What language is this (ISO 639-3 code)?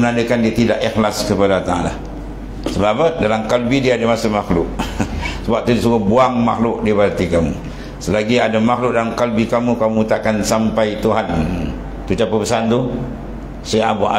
msa